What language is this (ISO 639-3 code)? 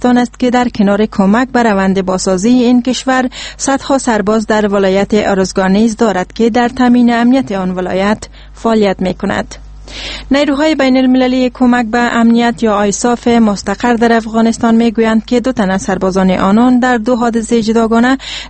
fas